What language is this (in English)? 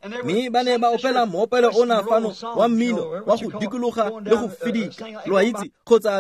Tswana